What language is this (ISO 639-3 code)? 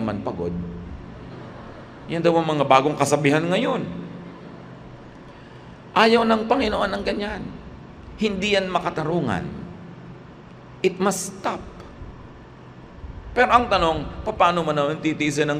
fil